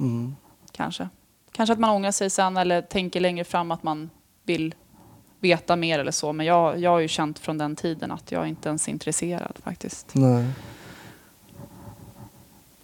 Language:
Swedish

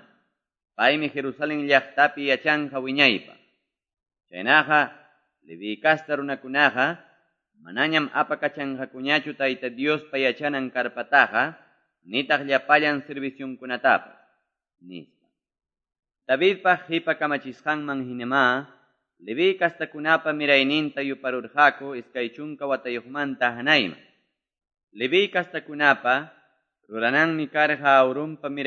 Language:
Quechua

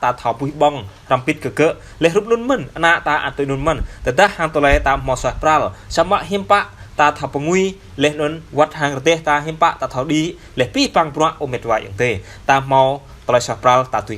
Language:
Jarai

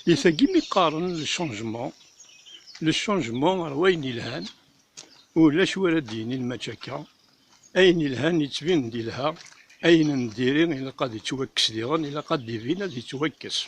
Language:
Kabyle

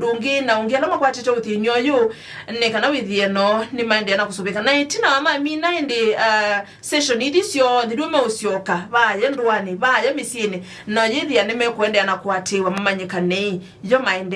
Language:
Kamba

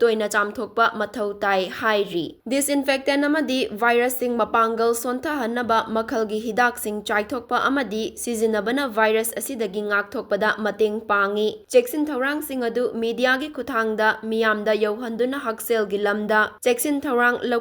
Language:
Manipuri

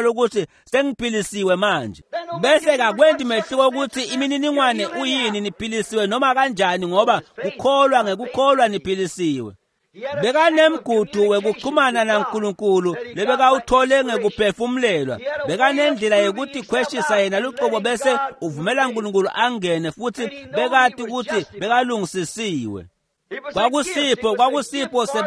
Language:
Swati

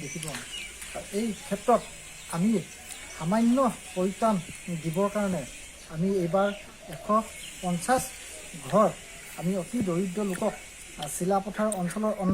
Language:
Assamese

